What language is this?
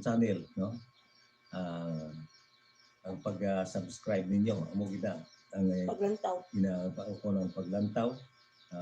Hiligaynon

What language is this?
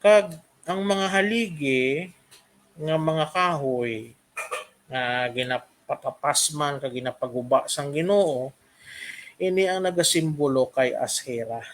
Hiligaynon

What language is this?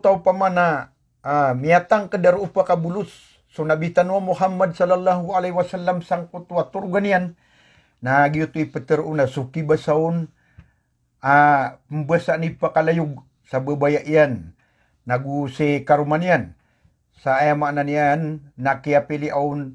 Maranao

